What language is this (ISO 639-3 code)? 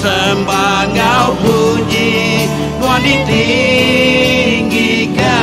iba